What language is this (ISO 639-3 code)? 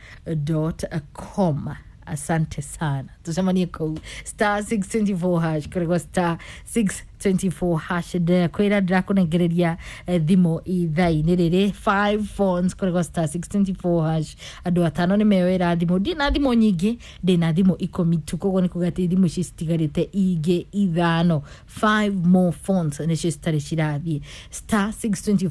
kik